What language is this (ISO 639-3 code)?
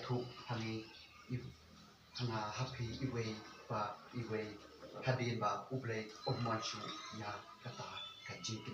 kha